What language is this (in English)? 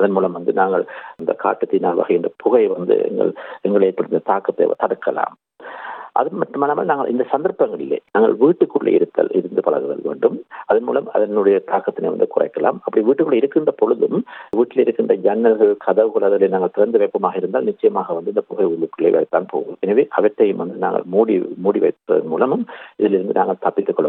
Tamil